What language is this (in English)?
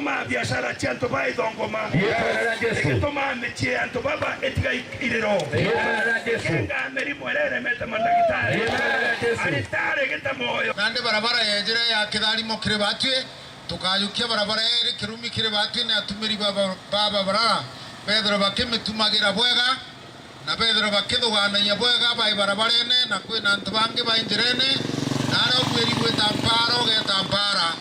Meru